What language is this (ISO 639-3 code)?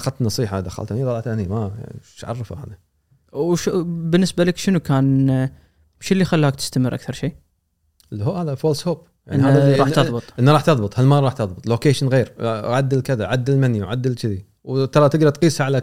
afb